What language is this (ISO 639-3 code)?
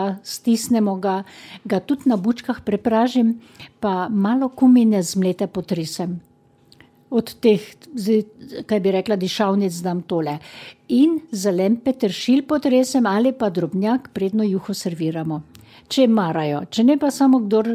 slv